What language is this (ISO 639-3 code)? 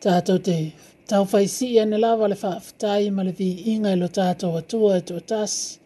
smo